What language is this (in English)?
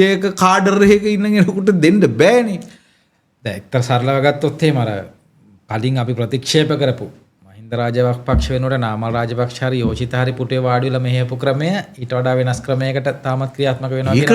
Sinhala